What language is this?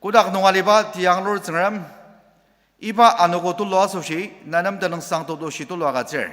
Ao Naga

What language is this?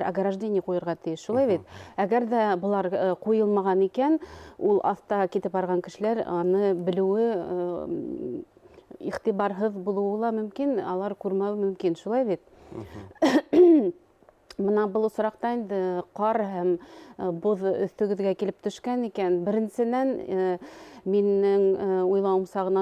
Bashkir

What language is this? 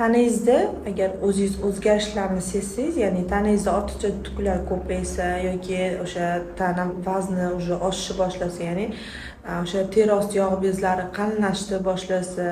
Uzbek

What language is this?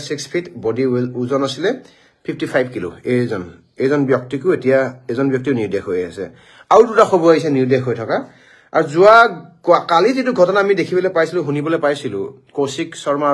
Assamese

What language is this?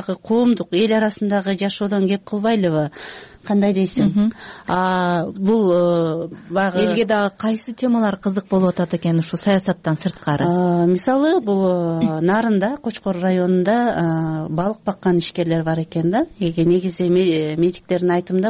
Kyrgyz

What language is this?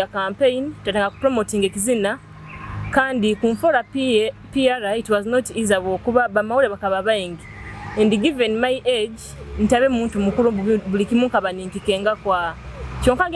Nyoro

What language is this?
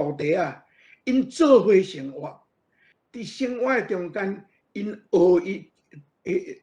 Min Nan Chinese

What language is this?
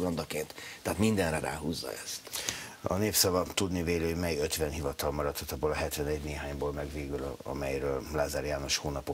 Hungarian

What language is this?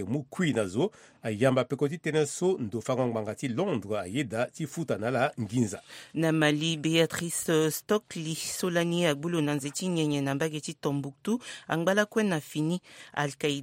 Sango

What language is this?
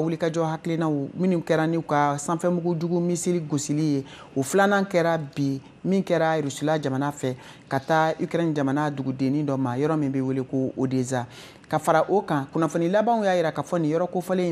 Bambara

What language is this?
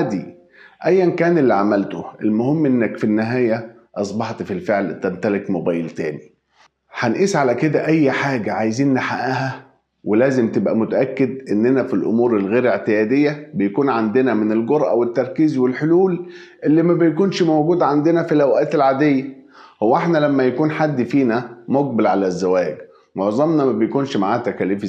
Egyptian Arabic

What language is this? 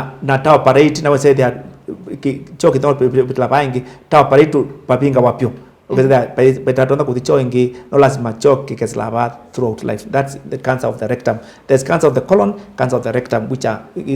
Kamba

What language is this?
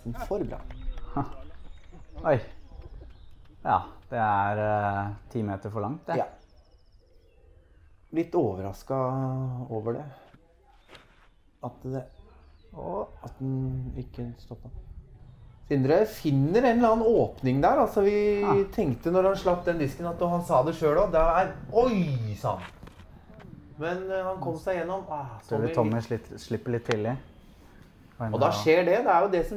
Norwegian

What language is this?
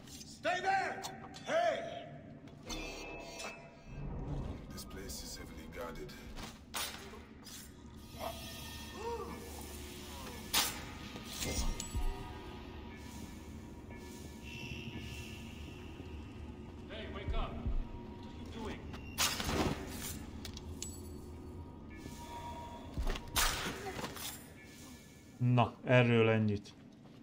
Hungarian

